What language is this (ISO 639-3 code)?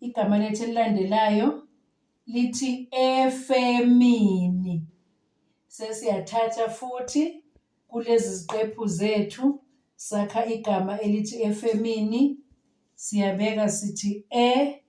zul